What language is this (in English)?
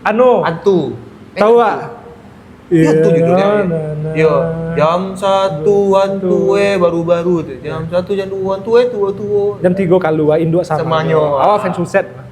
Minangkabau